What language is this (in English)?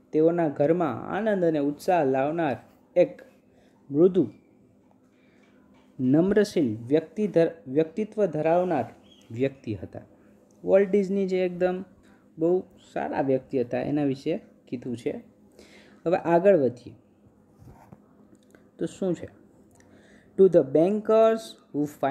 Gujarati